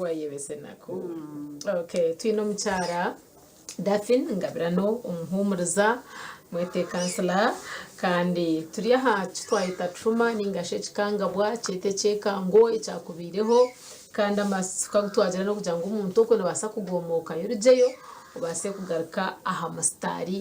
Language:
Nyankole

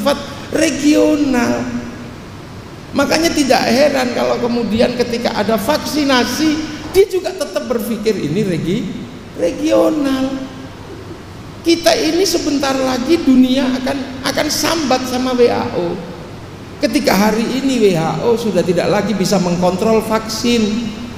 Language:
Indonesian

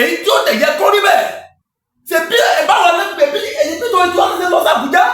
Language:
Yoruba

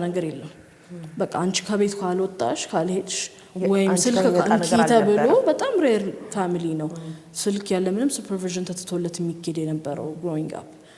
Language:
Amharic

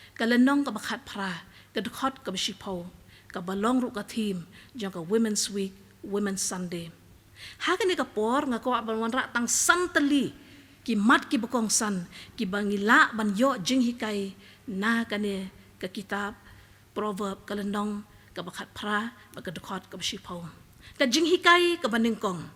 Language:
Khasi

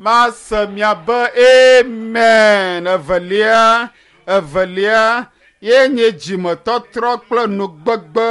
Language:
Ewe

